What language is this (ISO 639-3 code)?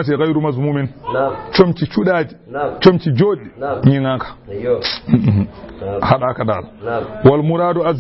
ful